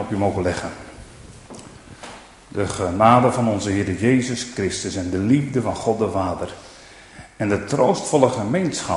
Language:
Dutch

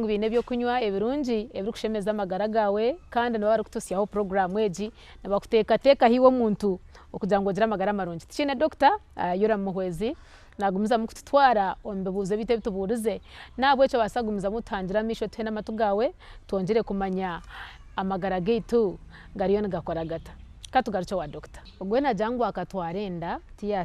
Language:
Nyankole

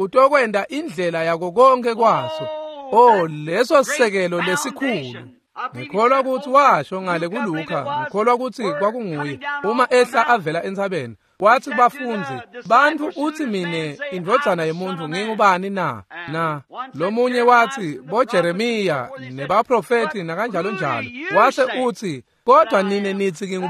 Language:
Swati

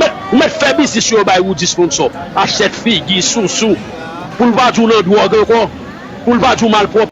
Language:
Haitian Creole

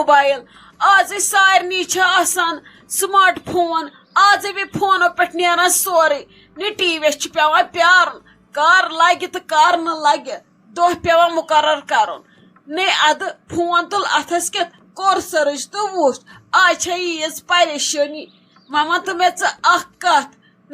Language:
Kashmiri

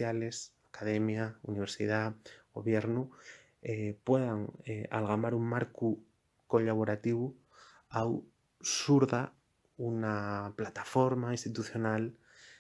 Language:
Asturian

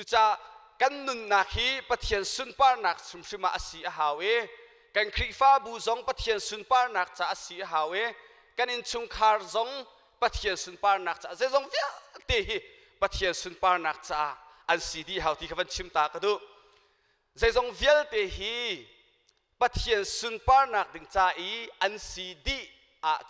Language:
Hakha Chin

